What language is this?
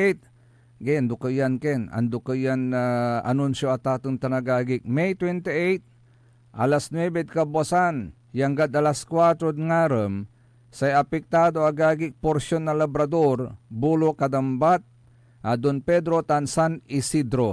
Pangasinan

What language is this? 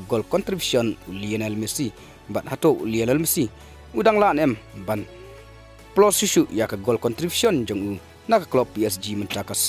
Khasi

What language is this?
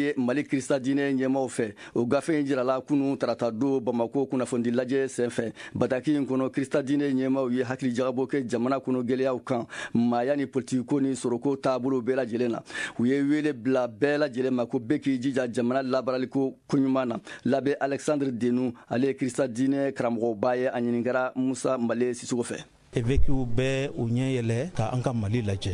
Bambara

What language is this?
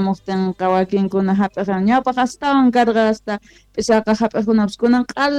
South Bolivian Quechua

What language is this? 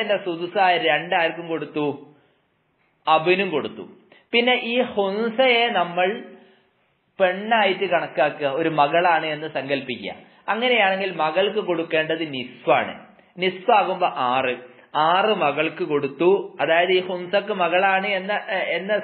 Malayalam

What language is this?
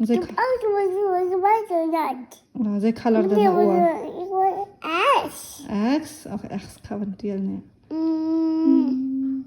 Hakha Chin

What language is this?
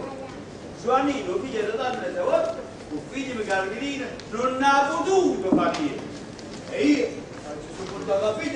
Italian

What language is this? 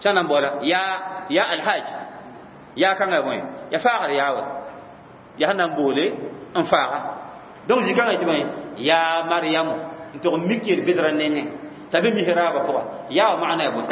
Mossi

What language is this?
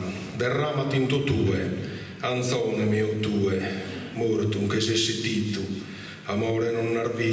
Sardinian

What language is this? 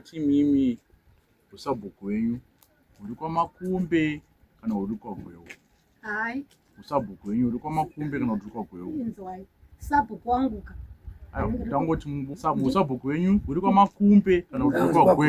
Shona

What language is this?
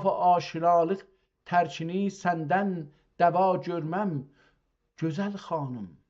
South Azerbaijani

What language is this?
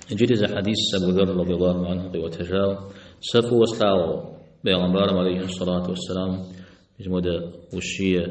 Kabardian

